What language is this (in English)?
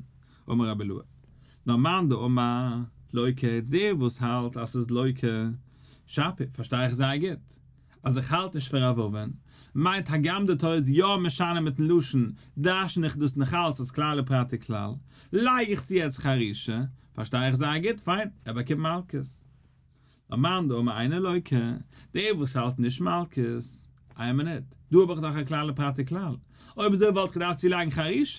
Yiddish